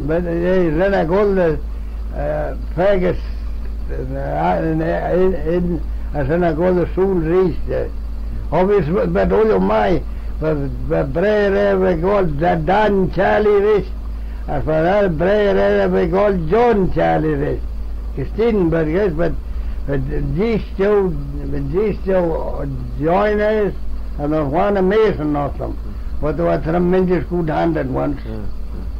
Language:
Manx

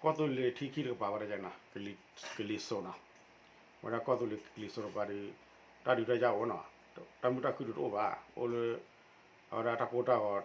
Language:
S'gaw Karen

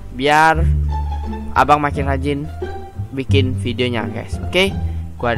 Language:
Indonesian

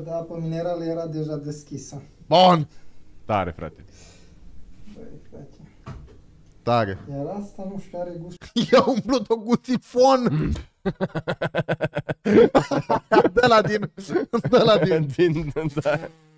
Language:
Romanian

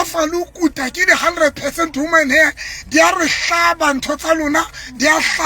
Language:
Southern Sotho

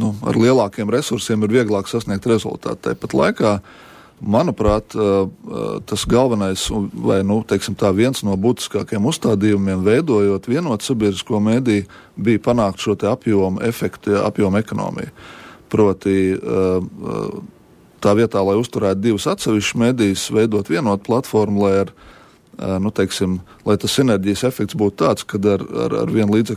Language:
Latvian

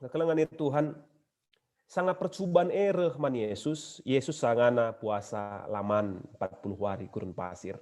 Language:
Batak Karo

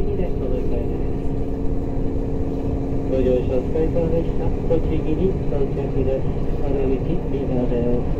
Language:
Japanese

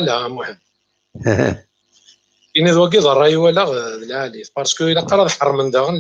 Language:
Kabyle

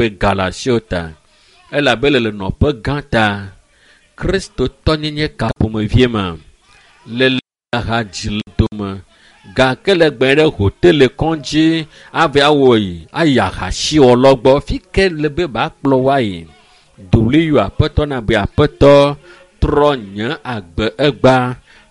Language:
Ewe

